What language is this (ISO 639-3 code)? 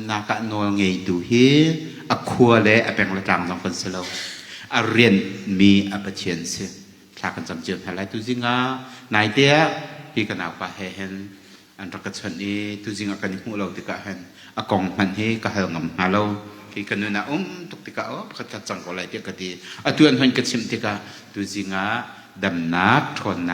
cnh